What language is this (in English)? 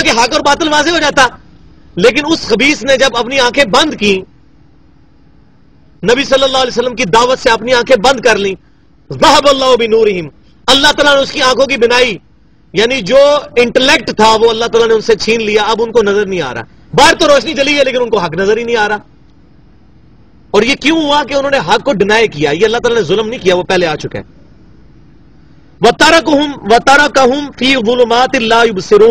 Urdu